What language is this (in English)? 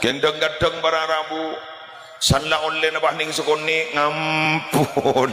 Madurese